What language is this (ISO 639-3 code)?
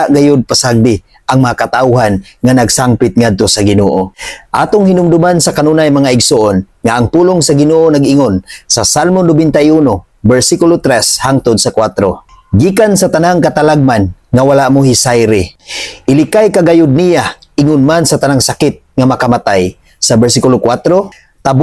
ceb